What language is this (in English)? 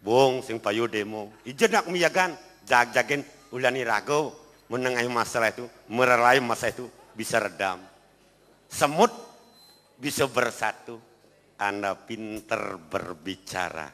Balinese